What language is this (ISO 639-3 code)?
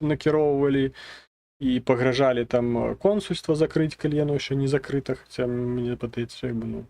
bel